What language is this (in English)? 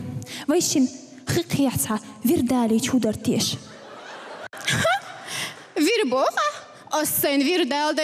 Chechen